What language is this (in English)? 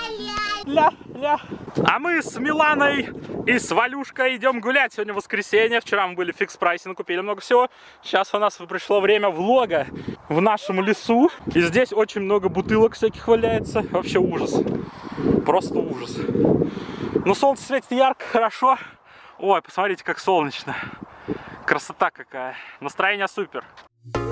Russian